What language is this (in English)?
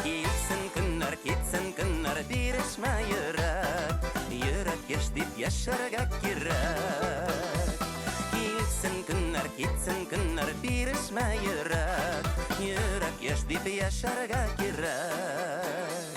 Bashkir